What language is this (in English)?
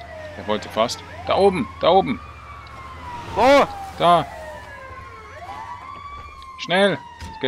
German